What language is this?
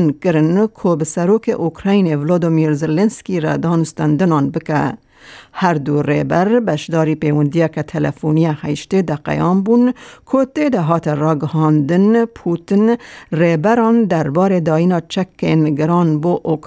Kurdish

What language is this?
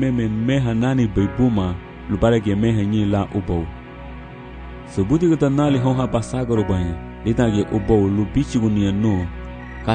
Garifuna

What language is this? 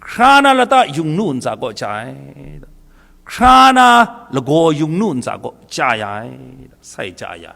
Kachin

